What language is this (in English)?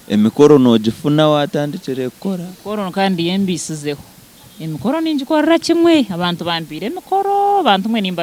Nyankole